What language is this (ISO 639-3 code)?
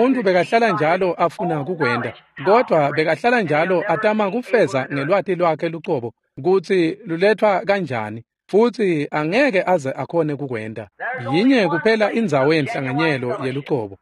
ssw